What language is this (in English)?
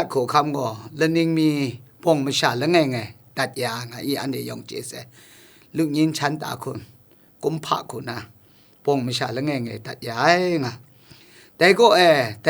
Kachin